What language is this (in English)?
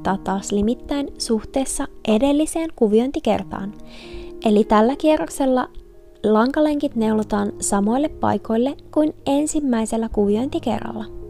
Finnish